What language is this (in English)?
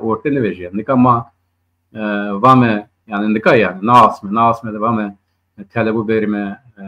Zaza